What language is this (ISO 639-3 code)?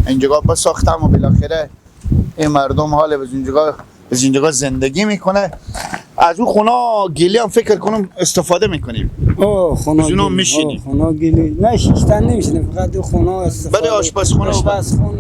fas